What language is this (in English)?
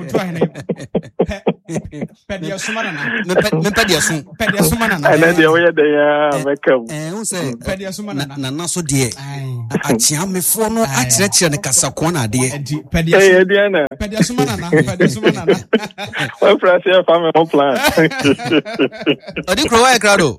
Akan